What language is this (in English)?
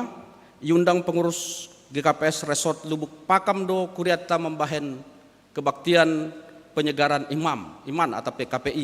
Batak Simalungun